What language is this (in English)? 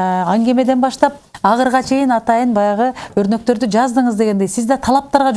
Kyrgyz